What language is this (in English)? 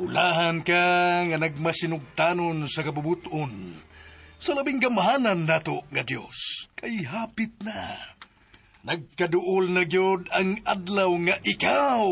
Cebuano